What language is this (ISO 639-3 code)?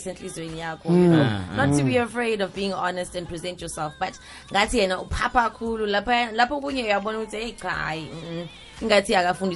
zul